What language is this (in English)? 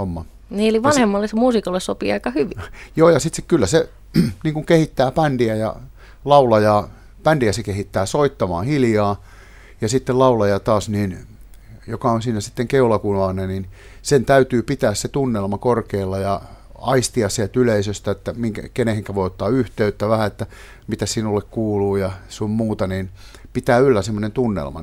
Finnish